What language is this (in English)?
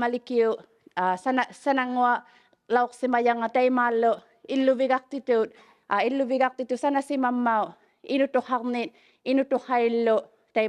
Inuktitut